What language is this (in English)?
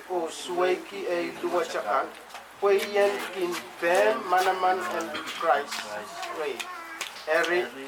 Pohnpeian